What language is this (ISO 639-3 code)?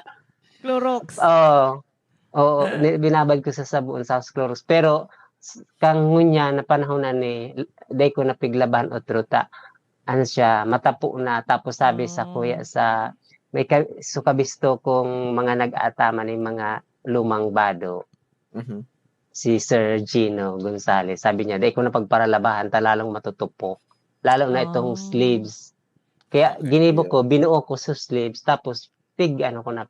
bik